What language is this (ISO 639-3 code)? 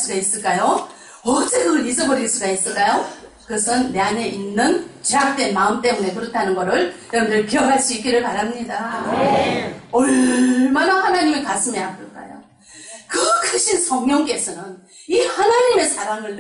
kor